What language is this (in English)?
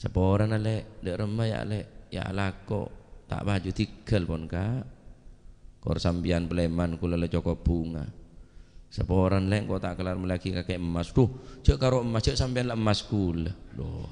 Madurese